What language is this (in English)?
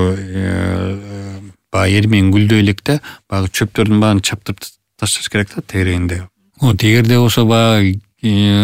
Kyrgyz